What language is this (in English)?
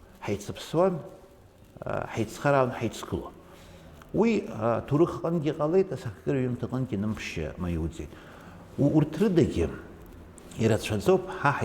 Abkhazian